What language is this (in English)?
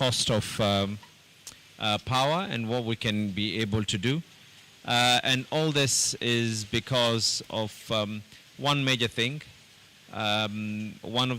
Kamba